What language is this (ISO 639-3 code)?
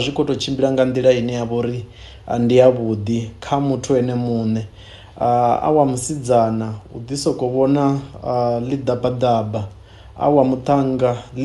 ven